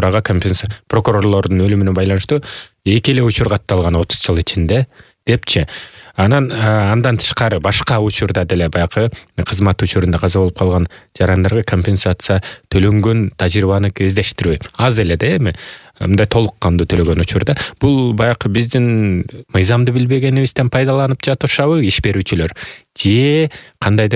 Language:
Kyrgyz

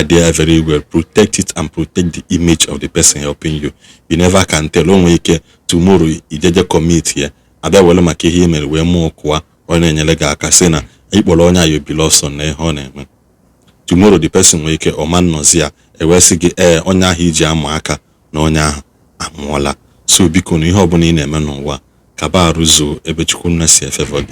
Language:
Igbo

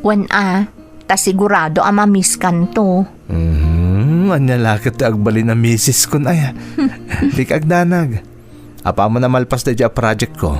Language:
Iloko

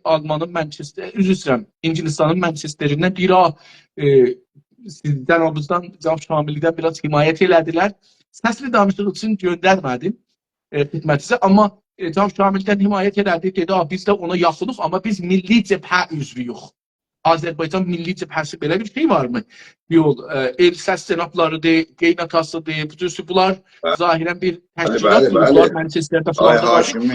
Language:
South Azerbaijani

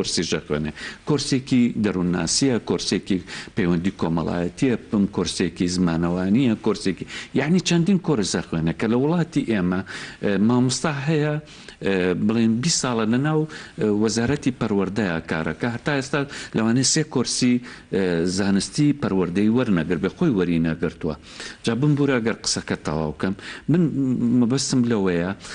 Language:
Central Kurdish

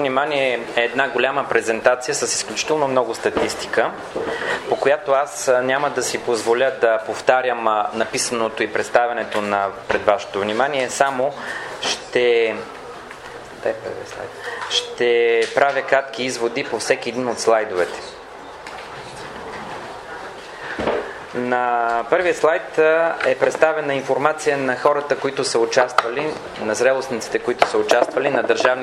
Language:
Bulgarian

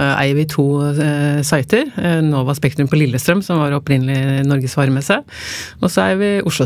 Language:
Norwegian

